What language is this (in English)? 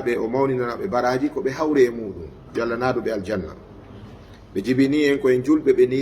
Fula